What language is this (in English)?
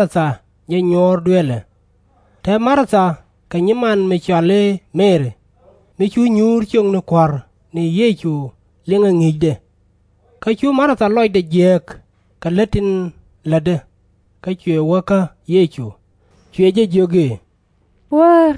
Nuer